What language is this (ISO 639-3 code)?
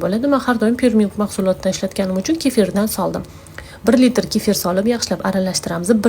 uzb